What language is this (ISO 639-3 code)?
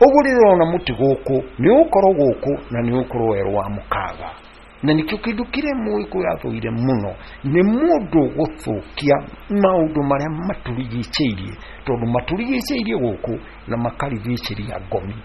kik